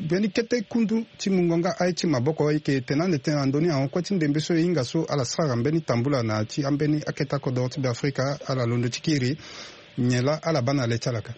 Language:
Sango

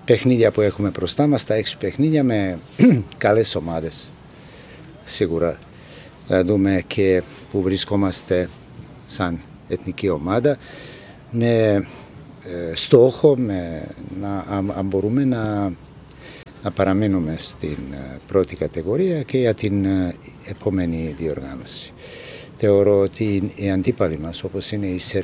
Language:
Greek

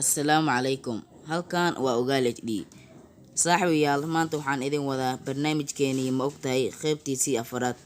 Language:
Somali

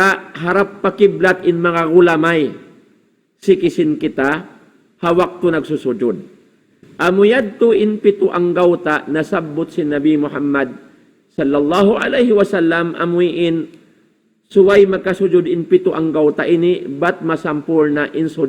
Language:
Tausug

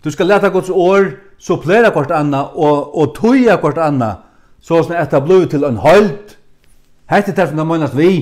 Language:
Faroese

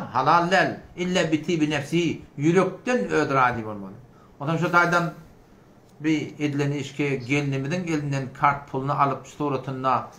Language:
Turkmen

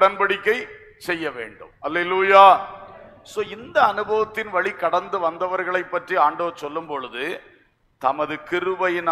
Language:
Tamil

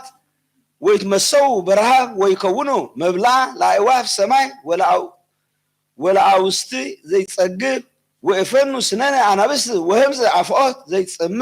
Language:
Geez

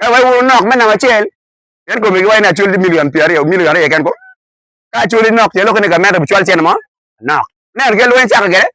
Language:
Acoli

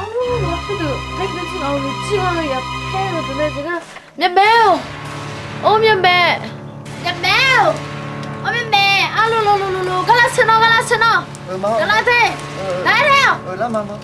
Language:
Akha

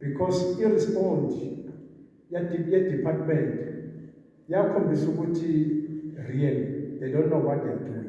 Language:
Zulu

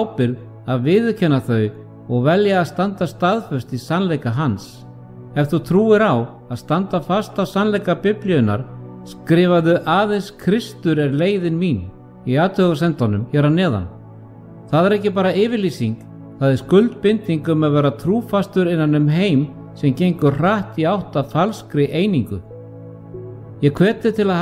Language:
Icelandic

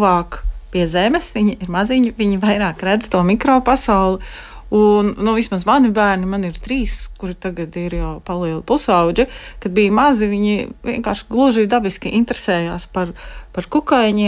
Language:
Latvian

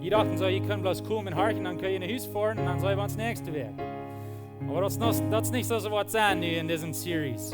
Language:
Plautdietsch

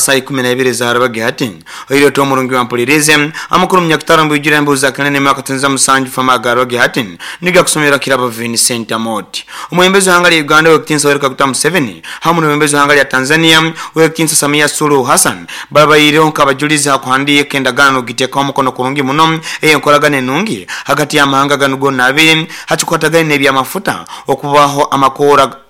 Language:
Nyoro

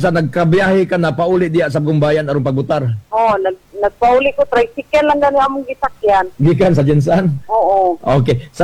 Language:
Cebuano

